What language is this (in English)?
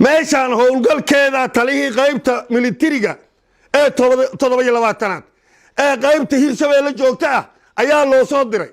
Somali